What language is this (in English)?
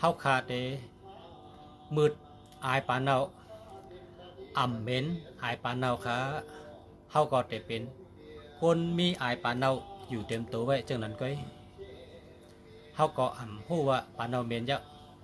Shan